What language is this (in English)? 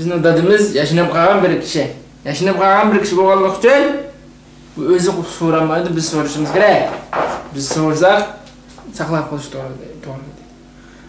Uyghur